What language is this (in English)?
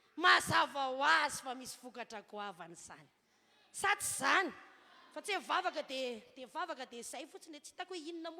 Malagasy